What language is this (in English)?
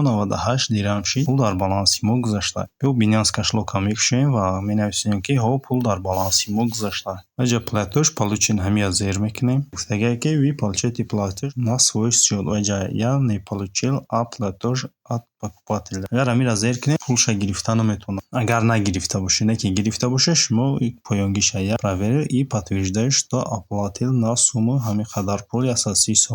Tajik